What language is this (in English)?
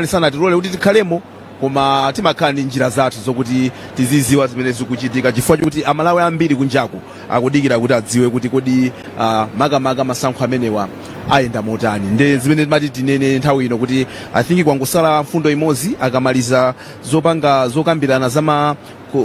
Nyanja